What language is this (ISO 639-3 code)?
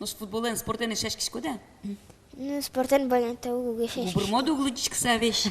udm